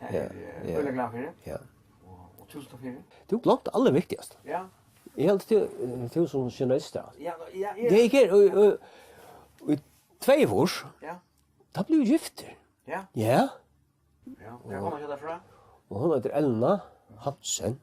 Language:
Faroese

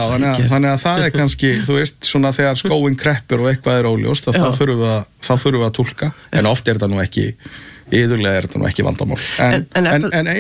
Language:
Icelandic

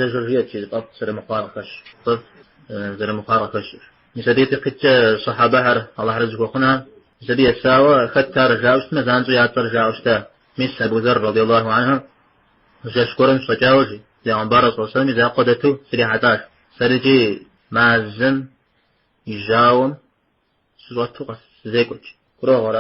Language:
Kabardian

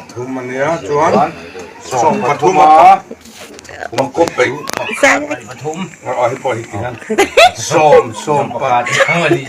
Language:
Mizo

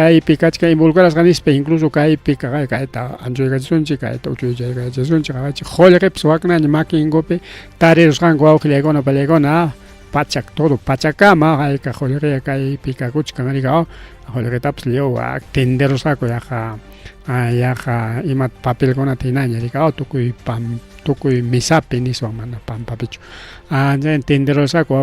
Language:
Ayacucho Quechua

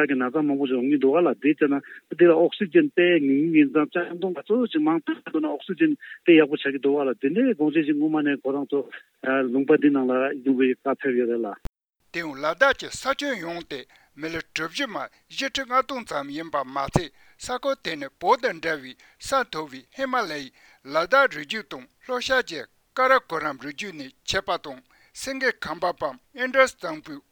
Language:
Tibetan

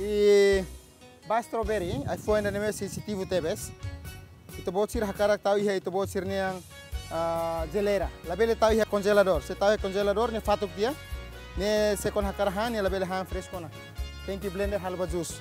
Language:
Tetum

